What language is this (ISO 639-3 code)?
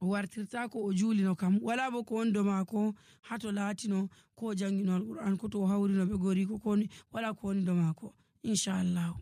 fuv